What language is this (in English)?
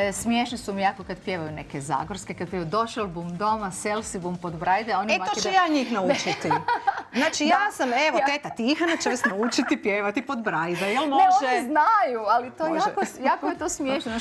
Croatian